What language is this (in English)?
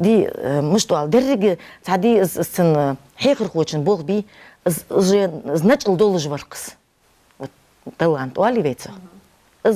Ingush